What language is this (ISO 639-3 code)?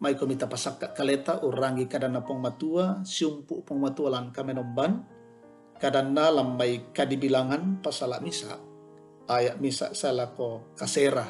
sda